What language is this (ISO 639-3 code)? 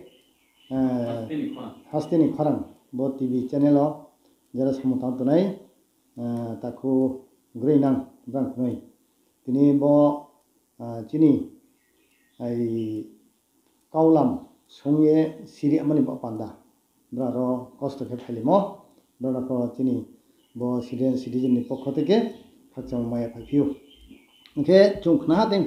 ria